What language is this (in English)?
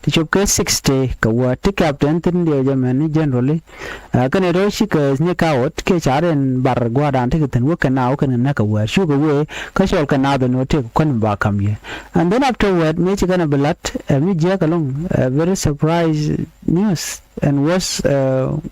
Nuer